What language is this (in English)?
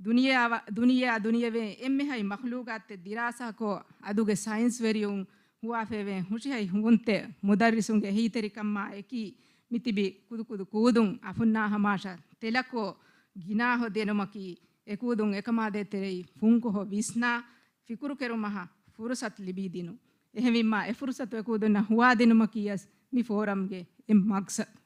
Divehi